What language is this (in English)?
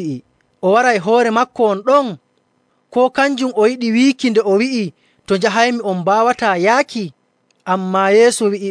Nigerian Fulfulde